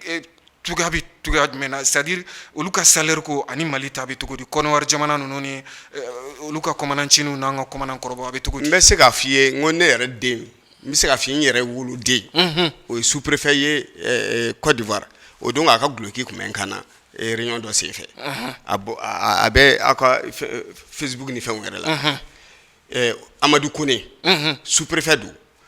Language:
Bambara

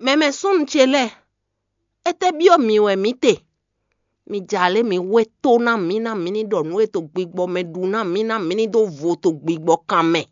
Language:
Fon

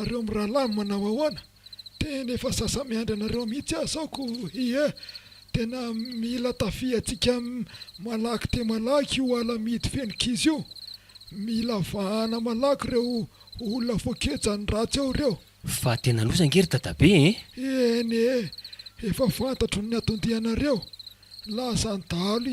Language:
Malagasy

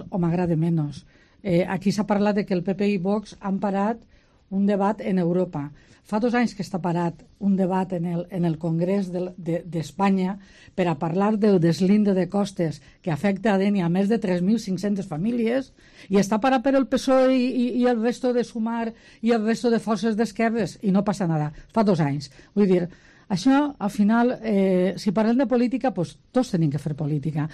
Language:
Catalan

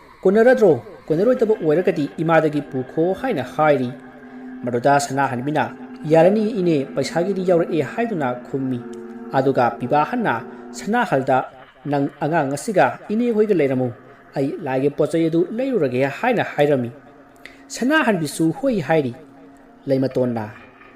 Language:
Manipuri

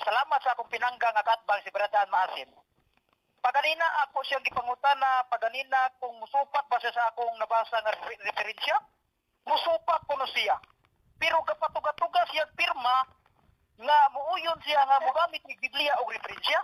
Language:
Cebuano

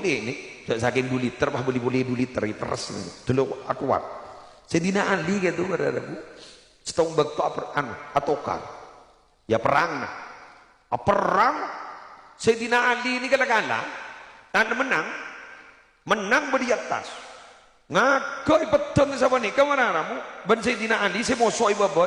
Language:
Madurese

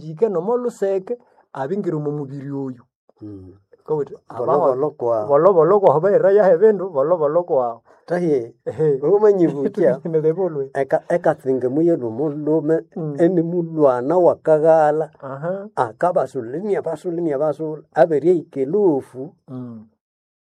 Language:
Nande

